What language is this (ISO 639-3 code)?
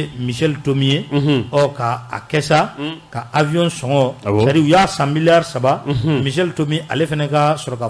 bam